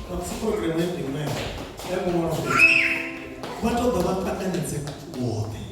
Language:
Venda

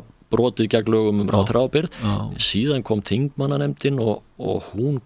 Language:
Icelandic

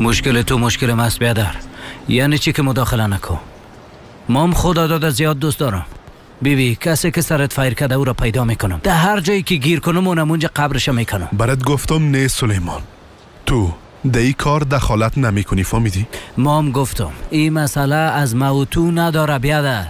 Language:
Persian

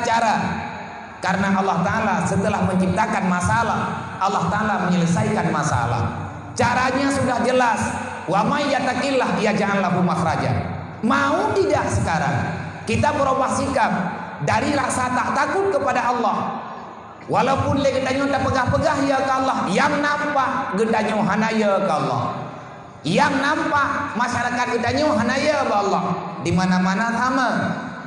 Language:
Achinese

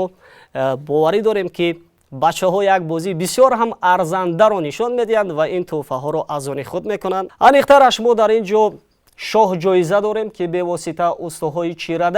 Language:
Tajik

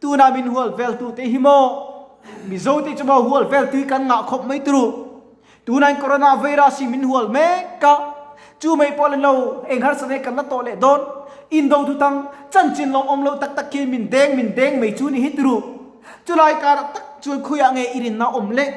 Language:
Mizo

